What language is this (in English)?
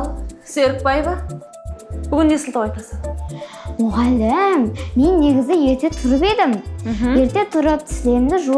Kara-Kalpak